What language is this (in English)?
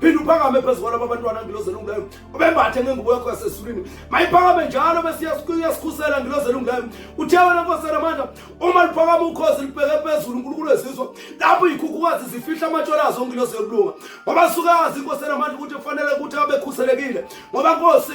Zulu